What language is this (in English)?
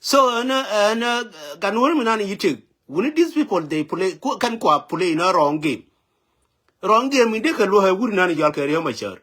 Nuer